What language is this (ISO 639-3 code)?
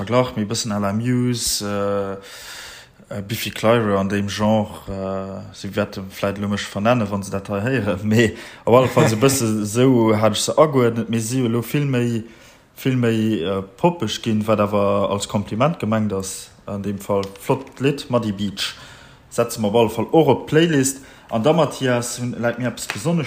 ltz